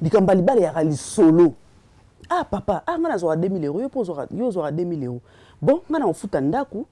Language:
Lingala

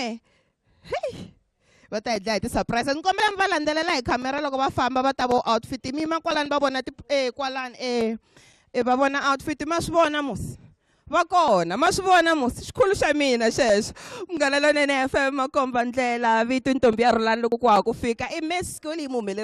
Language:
Tsonga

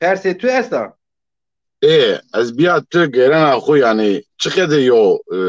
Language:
Zaza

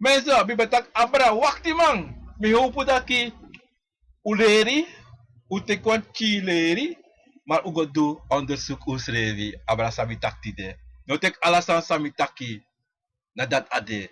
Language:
Sranan Tongo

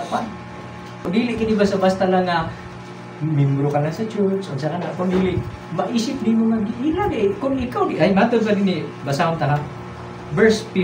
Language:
Cebuano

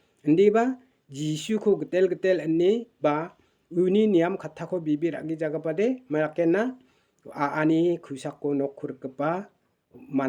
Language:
Garo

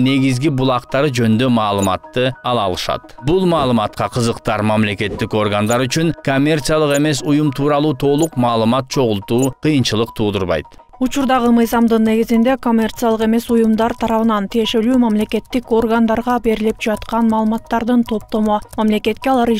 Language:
Kyrgyz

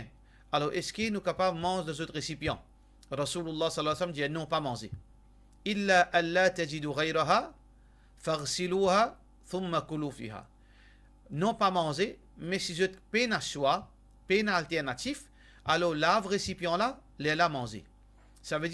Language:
Morisyen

